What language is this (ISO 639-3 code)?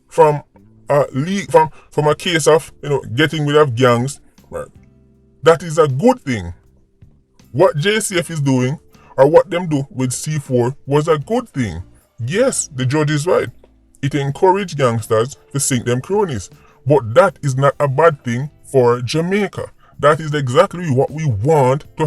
jam